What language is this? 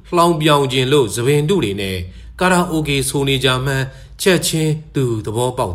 Burmese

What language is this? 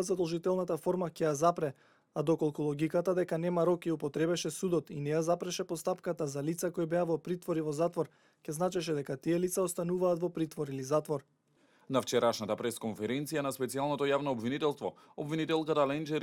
Macedonian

